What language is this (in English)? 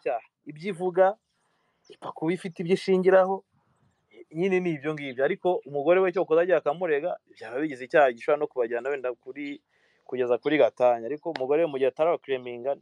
Kinyarwanda